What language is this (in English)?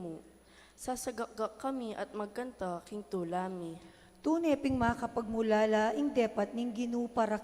Pampanga